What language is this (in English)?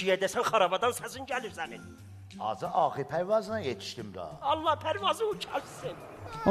South Azerbaijani